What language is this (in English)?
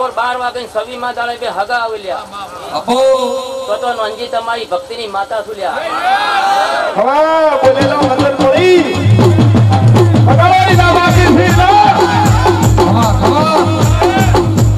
Gujarati